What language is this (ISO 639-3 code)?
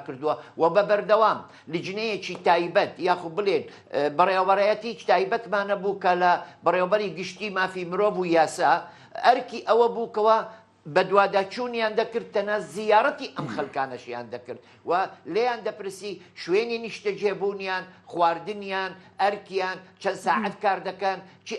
ckb